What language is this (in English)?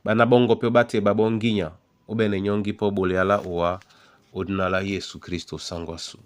Duala